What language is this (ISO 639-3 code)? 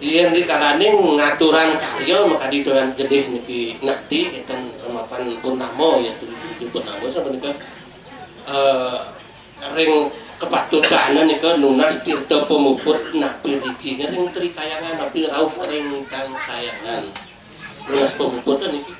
ban